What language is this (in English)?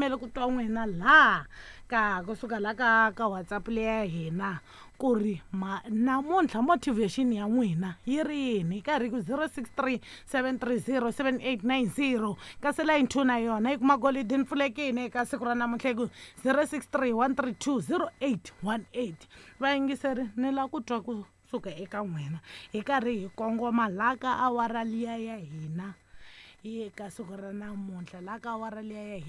Tsonga